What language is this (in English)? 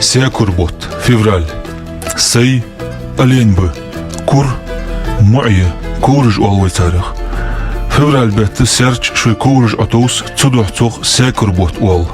Ingush